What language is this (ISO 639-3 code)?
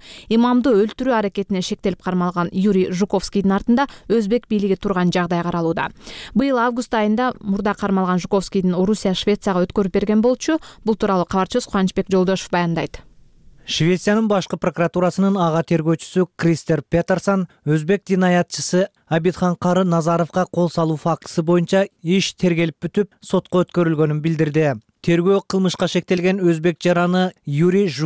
kir